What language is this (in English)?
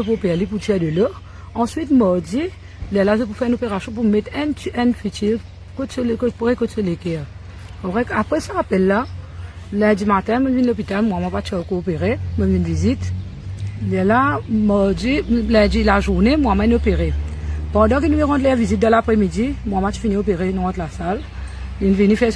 Morisyen